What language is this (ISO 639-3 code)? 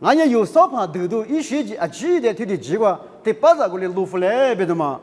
lis